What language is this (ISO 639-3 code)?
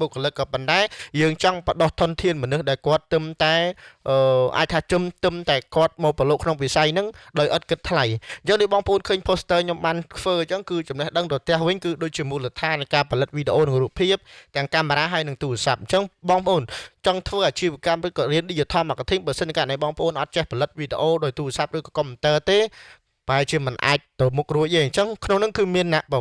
khm